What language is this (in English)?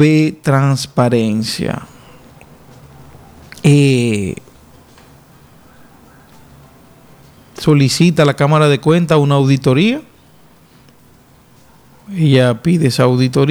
Spanish